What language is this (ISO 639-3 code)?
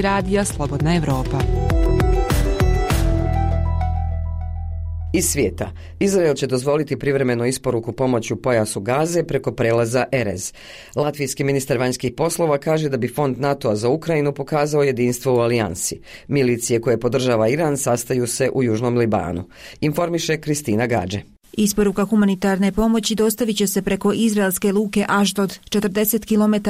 bos